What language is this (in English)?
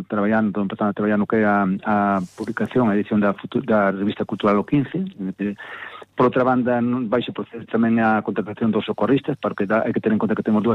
Galician